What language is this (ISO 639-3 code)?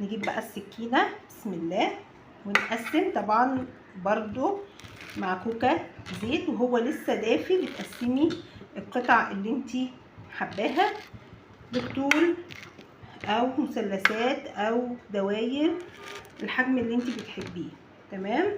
arz